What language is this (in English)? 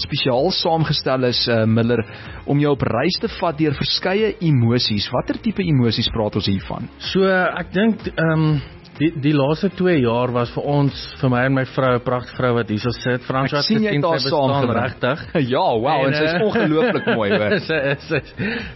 Afrikaans